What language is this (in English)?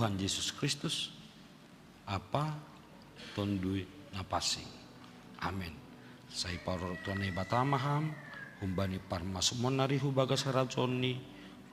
Batak Simalungun